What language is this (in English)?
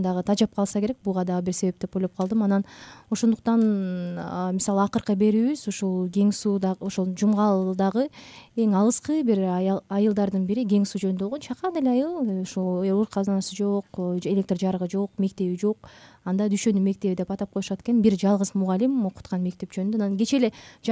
Kyrgyz